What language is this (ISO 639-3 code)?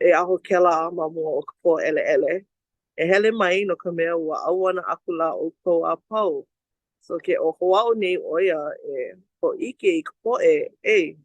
haw